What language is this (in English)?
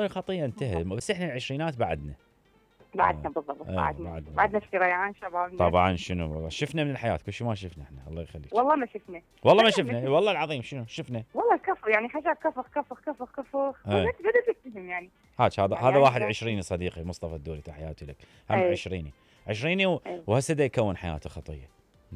Mesopotamian Arabic